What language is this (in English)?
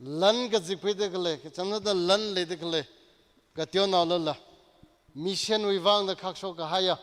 Tangkhul Naga (India)